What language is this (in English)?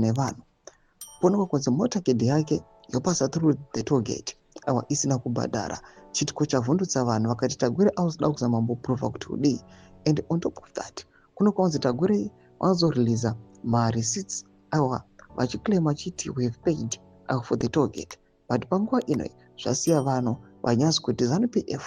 Shona